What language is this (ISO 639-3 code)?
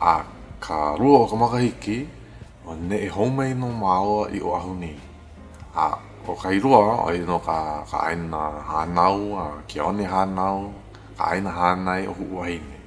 haw